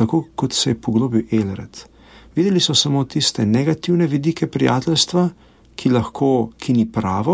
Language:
Slovenian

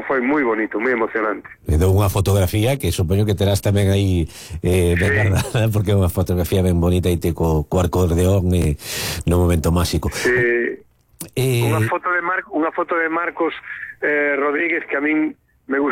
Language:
Galician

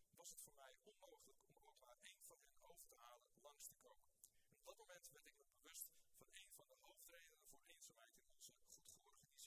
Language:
Dutch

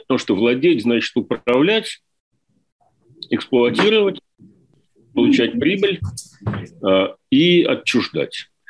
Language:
Russian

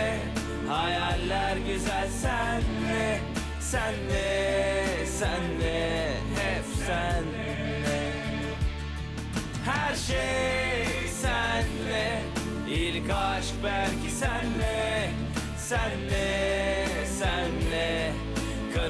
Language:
Turkish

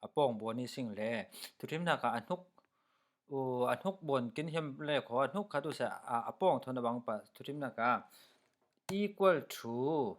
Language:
Falam Chin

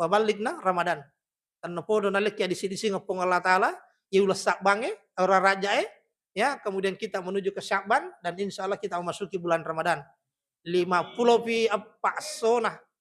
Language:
Buginese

